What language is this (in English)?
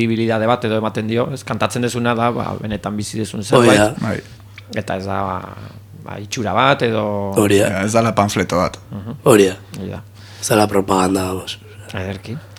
Basque